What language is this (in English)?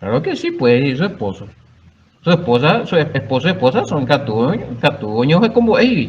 Guarani